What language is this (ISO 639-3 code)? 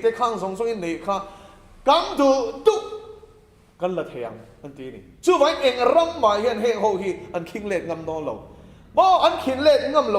lus